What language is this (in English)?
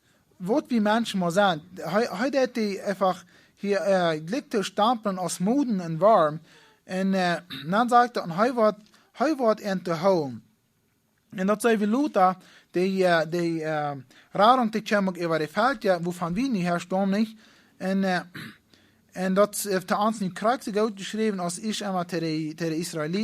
Plautdietsch